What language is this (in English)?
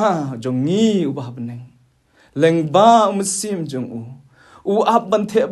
Khasi